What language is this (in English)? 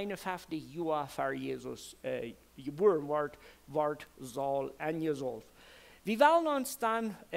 Plautdietsch